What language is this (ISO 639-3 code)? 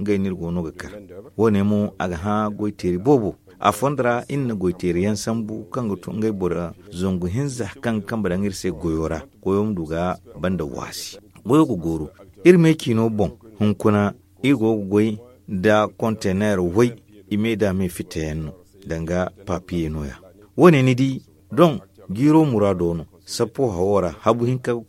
dje